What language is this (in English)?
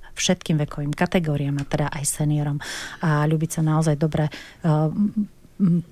Slovak